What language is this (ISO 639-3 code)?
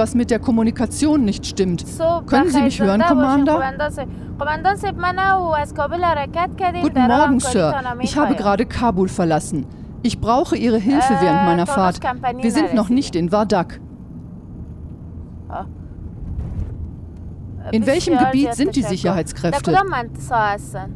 deu